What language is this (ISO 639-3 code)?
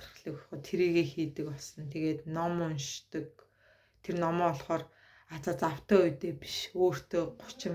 mon